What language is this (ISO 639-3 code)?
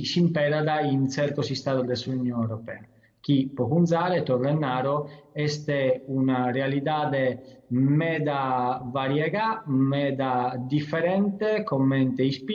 srd